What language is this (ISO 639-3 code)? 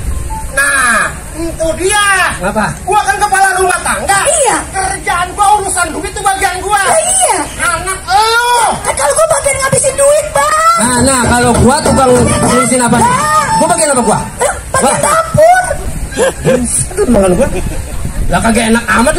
bew